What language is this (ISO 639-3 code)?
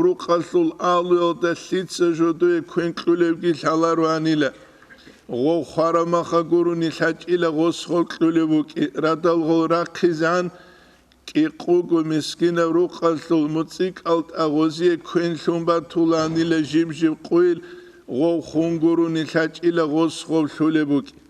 ava